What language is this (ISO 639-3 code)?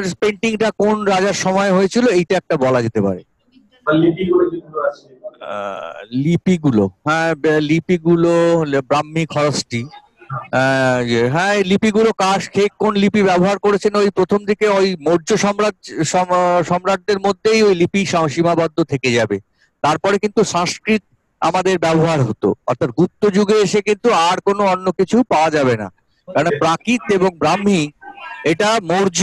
ben